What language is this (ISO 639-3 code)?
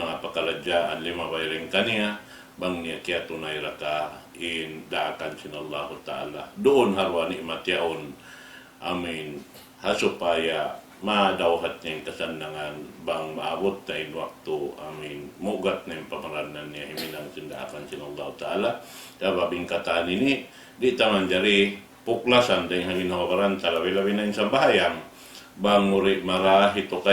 tsg